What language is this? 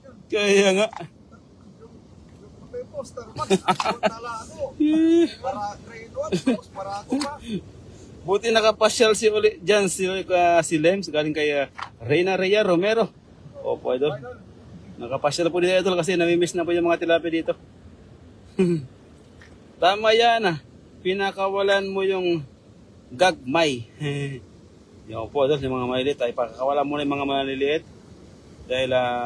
Filipino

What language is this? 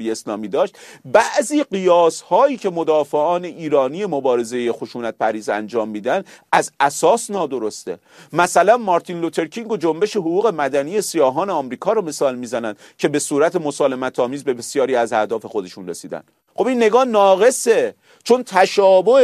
Persian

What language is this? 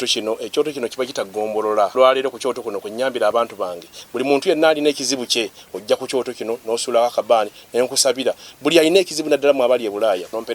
Ganda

